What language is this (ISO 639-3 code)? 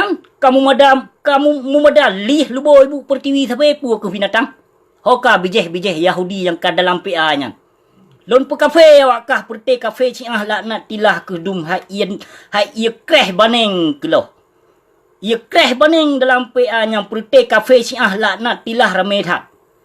ace